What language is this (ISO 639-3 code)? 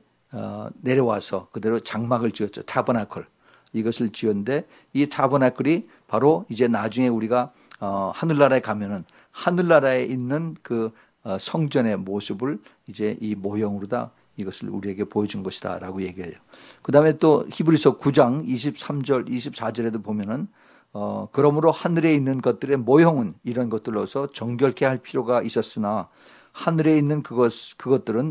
kor